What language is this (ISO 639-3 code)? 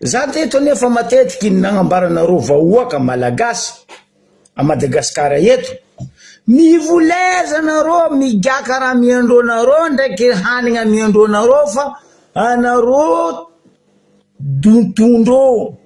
mlg